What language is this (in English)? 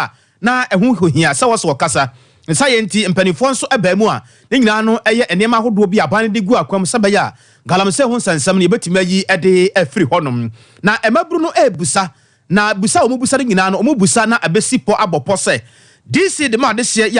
Akan